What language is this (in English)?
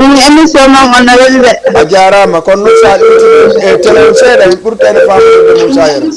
Fula